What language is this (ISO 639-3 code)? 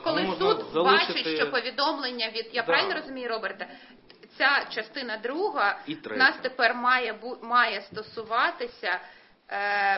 ukr